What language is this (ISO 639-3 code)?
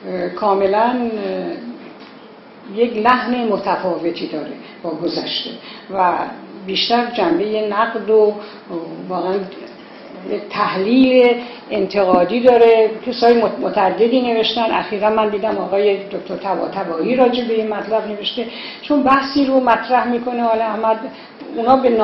fas